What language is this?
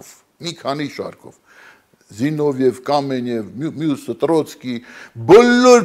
Armenian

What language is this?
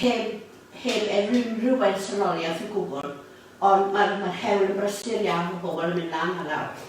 Welsh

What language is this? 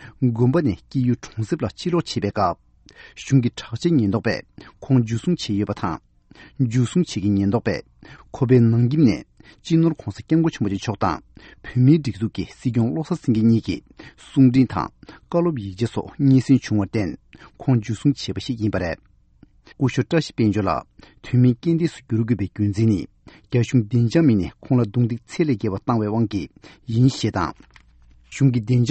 Tibetan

